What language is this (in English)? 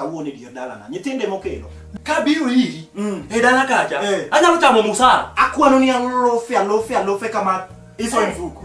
Luo (Kenya and Tanzania)